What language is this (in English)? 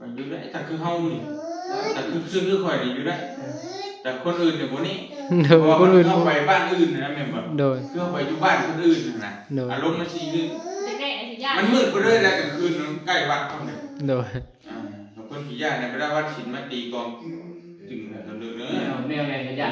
Northeastern Thai